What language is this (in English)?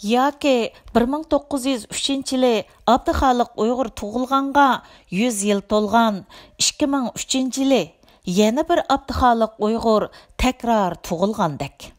Uyghur